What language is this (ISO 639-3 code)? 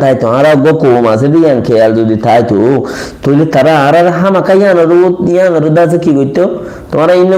rhg